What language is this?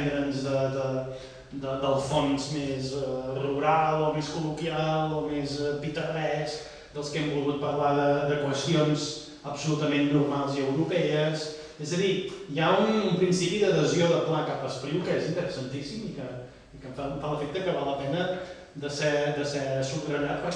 Catalan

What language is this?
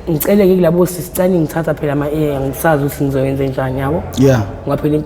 Zulu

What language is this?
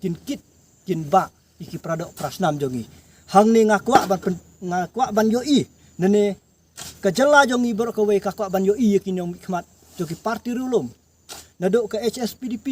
Khasi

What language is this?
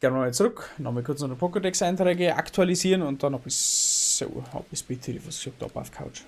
Bavarian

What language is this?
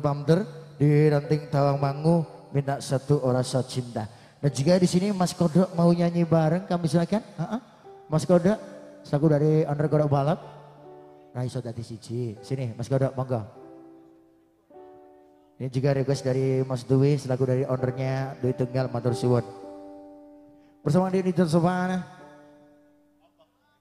Indonesian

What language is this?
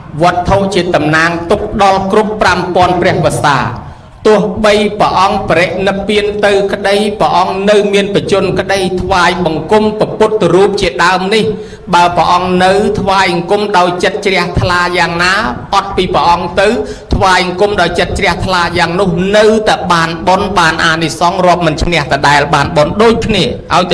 Khmer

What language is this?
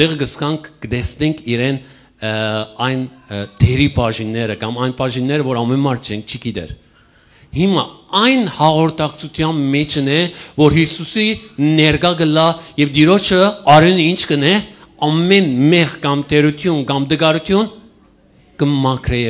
Western Armenian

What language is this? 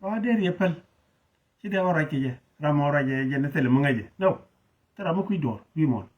Nuer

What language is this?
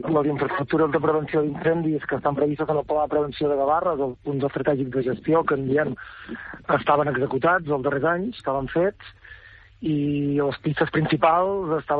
Catalan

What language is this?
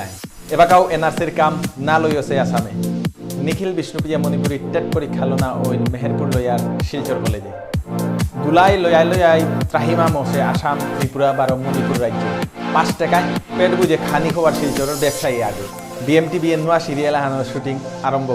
Bishnupriya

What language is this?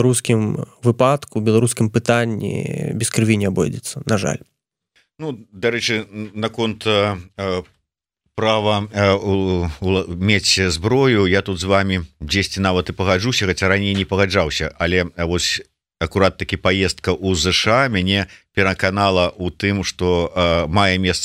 Belarusian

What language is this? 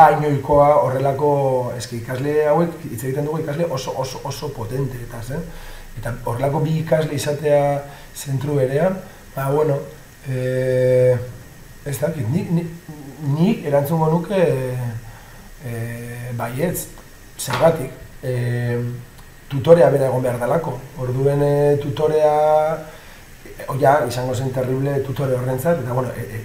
Basque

